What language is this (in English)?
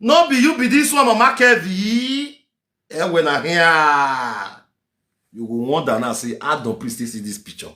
Nigerian Pidgin